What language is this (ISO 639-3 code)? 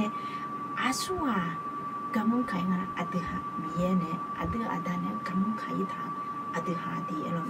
ahk